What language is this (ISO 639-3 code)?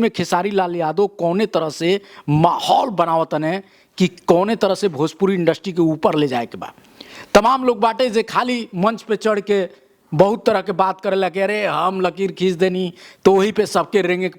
bho